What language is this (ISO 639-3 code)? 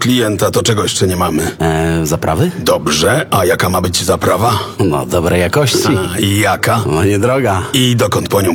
pol